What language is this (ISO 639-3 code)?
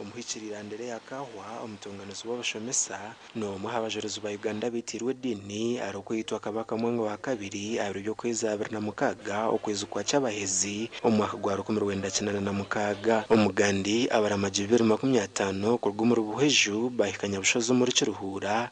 nyn